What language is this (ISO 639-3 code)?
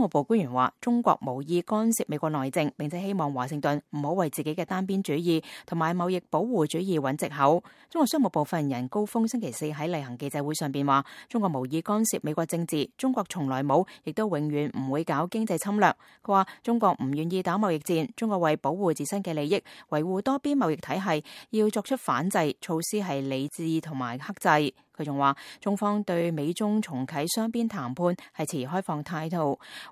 yue